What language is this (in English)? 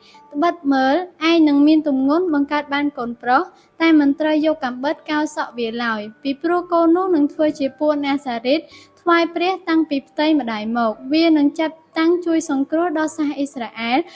Khmer